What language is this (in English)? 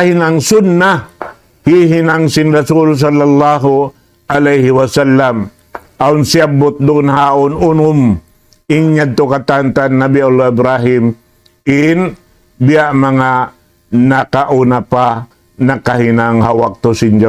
Tausug